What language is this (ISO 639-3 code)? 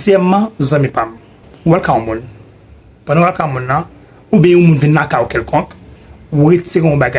hat